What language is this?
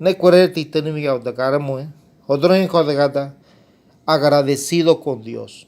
Ngäbere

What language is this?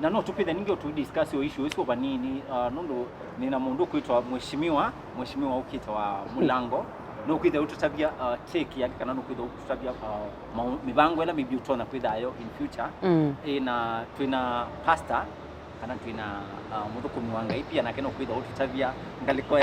Kamba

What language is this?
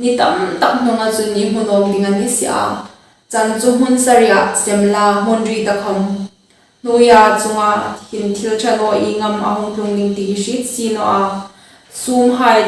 Hmar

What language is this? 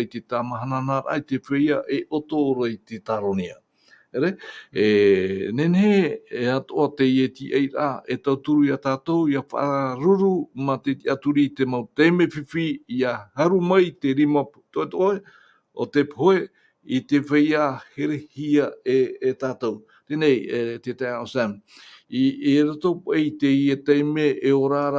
Tahitian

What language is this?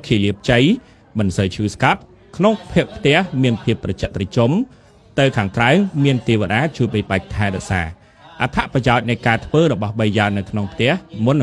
Khmer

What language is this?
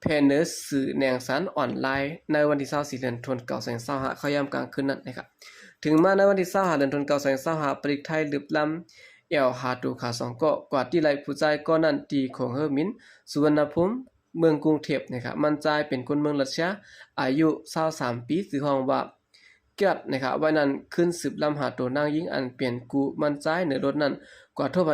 Shan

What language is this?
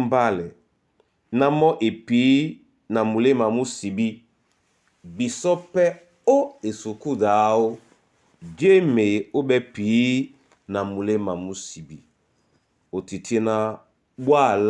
Duala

